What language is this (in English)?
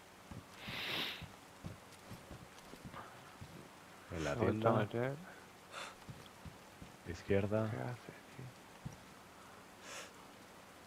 Spanish